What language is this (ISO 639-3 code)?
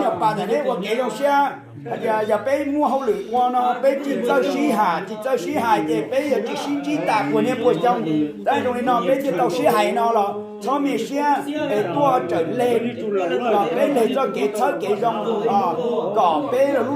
hmn